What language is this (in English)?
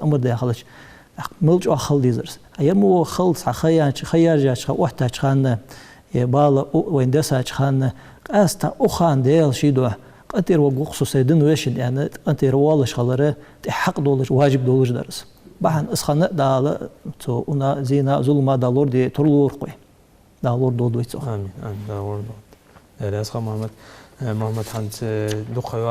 Ingush